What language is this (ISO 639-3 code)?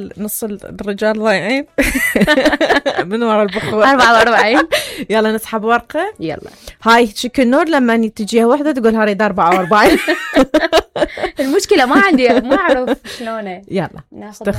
acm